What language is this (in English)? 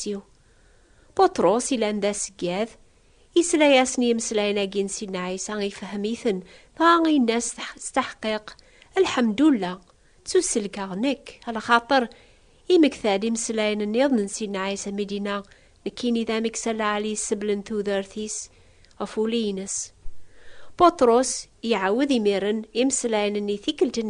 Kabyle